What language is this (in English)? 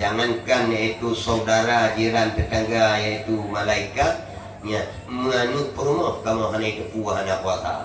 Achinese